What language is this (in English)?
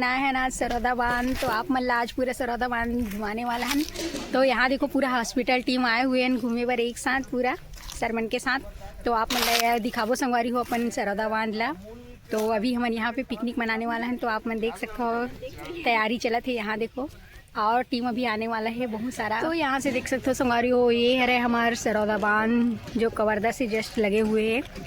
Chhattisgarhi